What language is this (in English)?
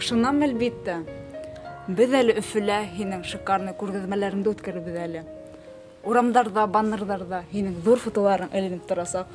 Bashkir